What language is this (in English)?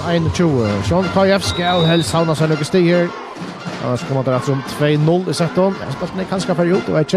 Faroese